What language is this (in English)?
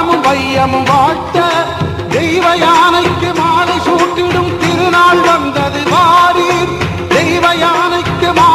Tamil